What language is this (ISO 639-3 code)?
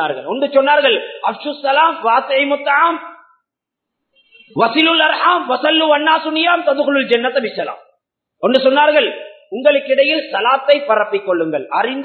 tam